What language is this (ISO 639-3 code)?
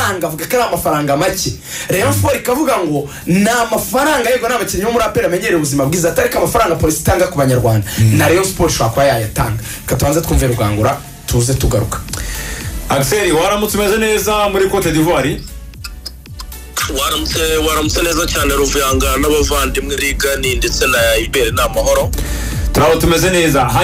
kin